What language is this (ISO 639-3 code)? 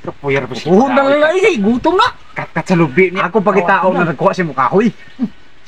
ceb